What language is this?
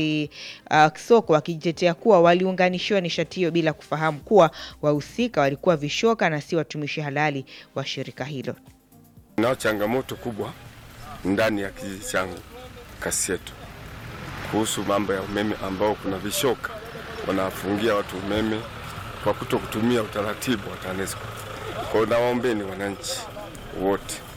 Swahili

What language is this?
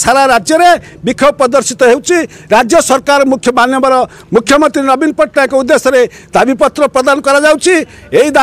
Odia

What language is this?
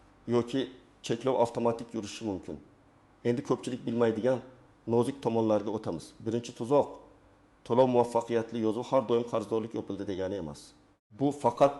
Uzbek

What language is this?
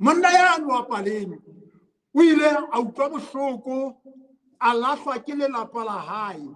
Southern Sotho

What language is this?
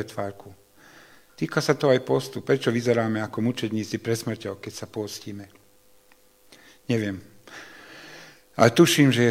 Slovak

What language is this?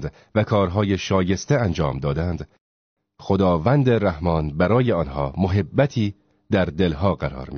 Tajik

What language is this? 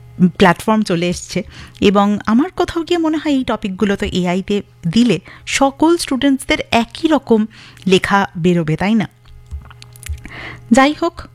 Bangla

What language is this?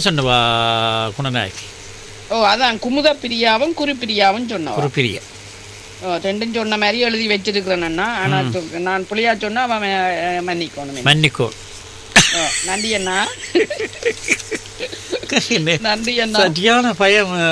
Tamil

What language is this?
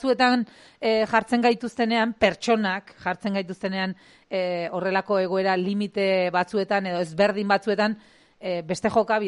Basque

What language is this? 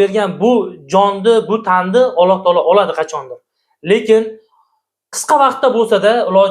Uzbek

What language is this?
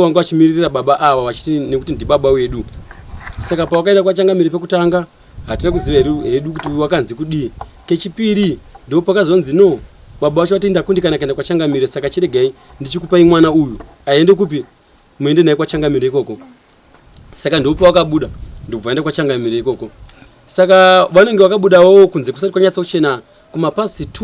Shona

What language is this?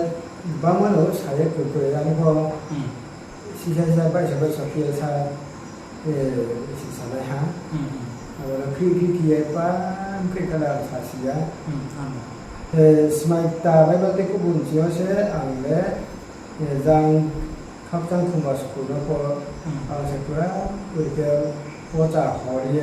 Riang (India)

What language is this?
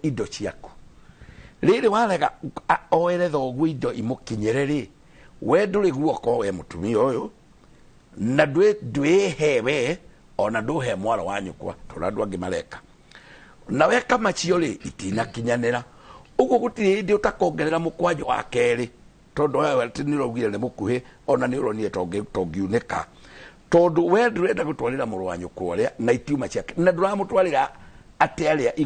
Kikuyu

